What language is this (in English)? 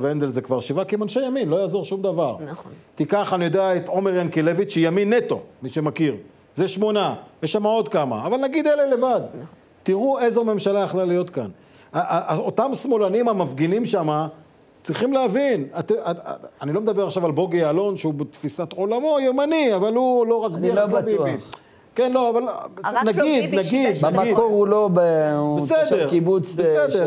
Hebrew